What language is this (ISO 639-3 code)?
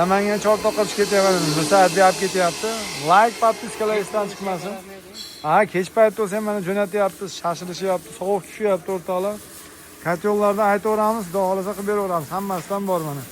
uzb